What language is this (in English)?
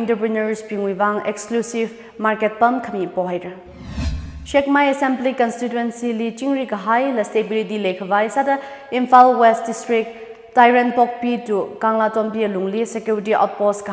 Tangkhul Naga (India)